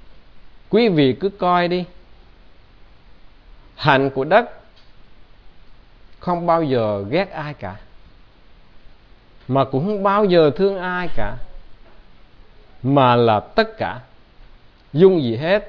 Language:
Vietnamese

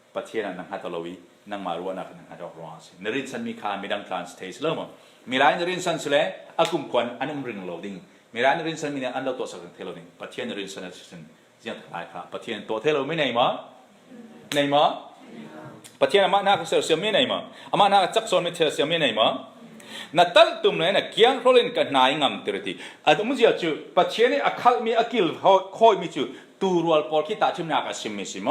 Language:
Falam Chin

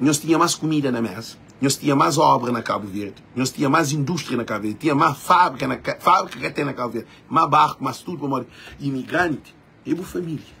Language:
Kabuverdianu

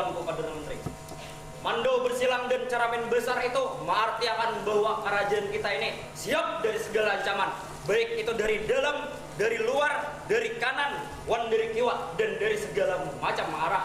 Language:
Banjar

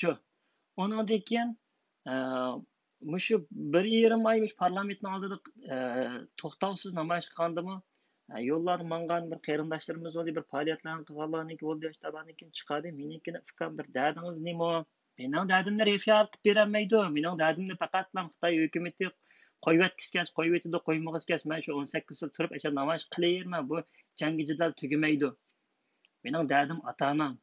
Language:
Uyghur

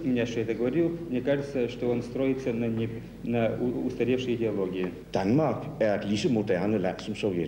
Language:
Danish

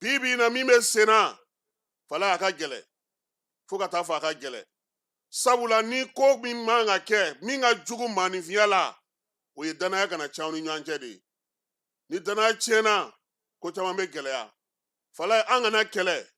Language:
Bambara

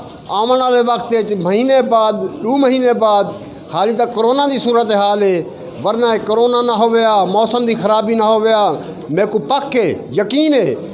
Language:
Saraiki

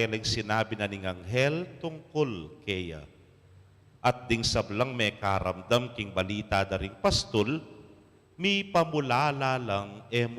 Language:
Pampanga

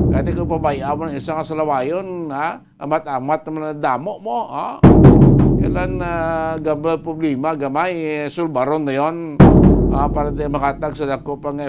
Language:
Hiligaynon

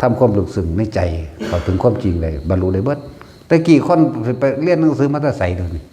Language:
Northeastern Thai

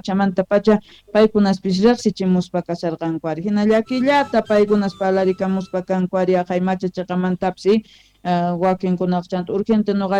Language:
South Bolivian Quechua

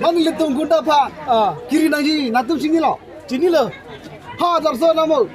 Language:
Karbi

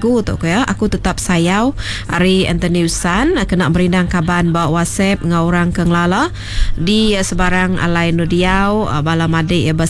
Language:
Iban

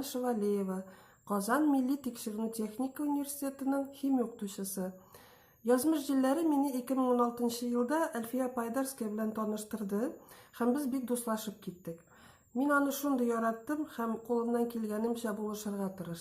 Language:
Tatar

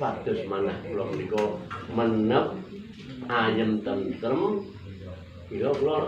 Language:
Javanese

